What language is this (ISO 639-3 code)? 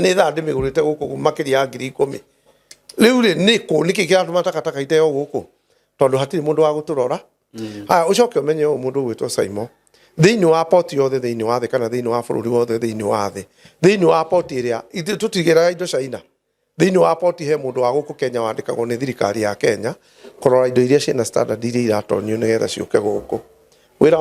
kik